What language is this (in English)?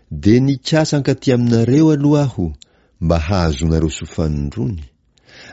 Malagasy